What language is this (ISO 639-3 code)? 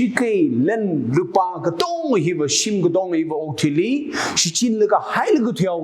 nmf